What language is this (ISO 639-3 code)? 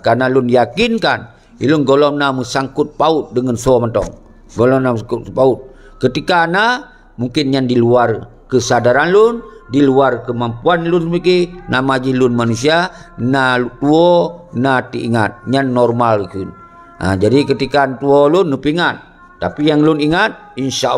ace